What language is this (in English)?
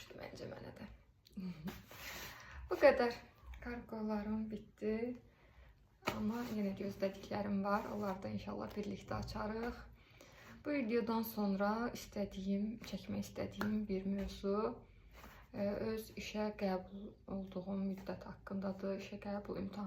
Azerbaijani